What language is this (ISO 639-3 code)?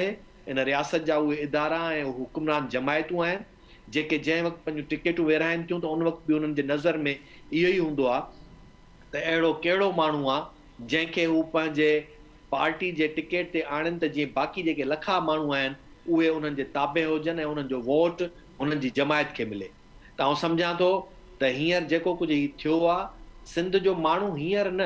snd